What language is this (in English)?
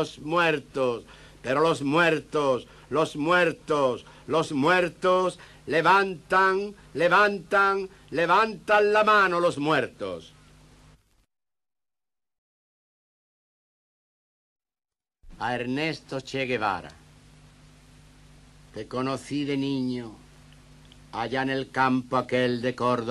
Spanish